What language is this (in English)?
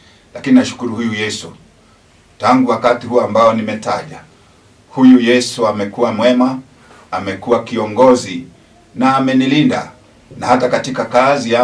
Swahili